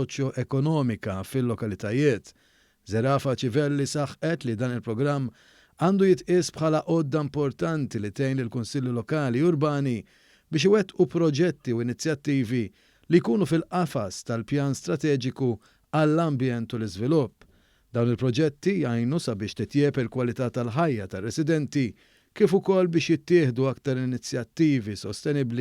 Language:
Maltese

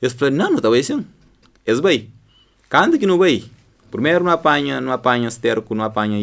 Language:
Kabuverdianu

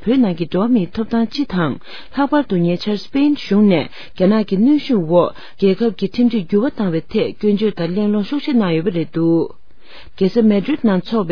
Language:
Tibetan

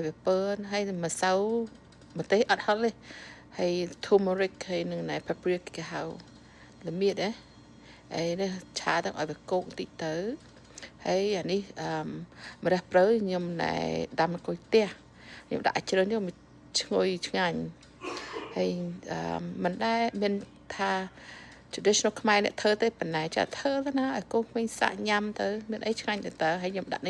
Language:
Khmer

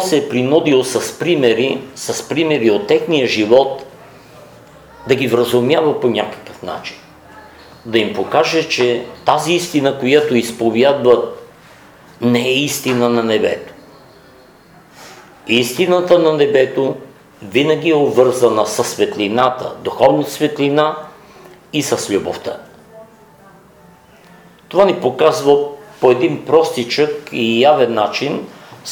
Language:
Bulgarian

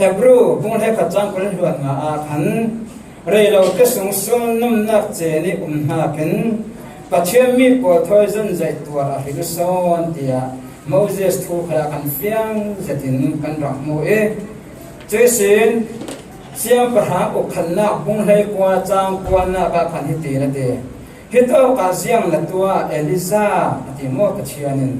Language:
Falam Chin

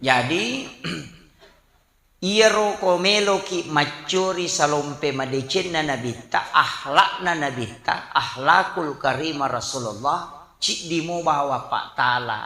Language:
Buginese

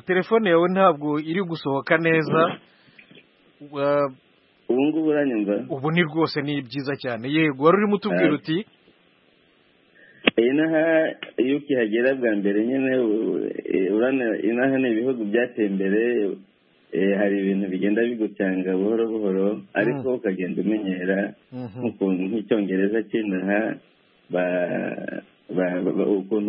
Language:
Kinyarwanda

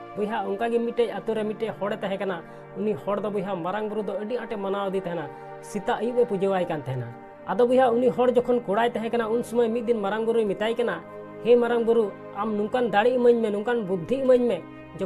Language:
Santali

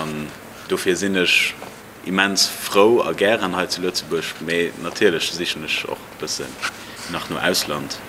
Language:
Luxembourgish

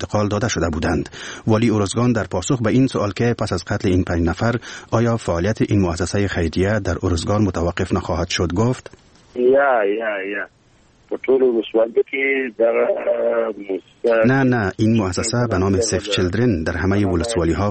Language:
Persian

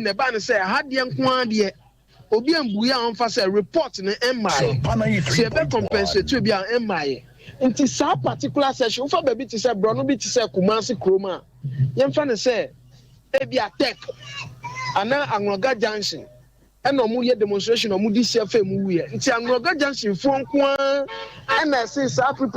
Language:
Akan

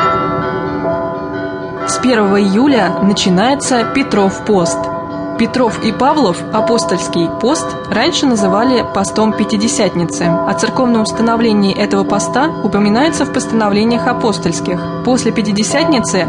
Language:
Russian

